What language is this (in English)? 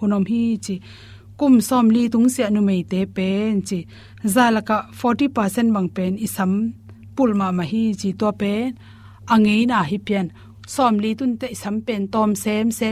Tedim Chin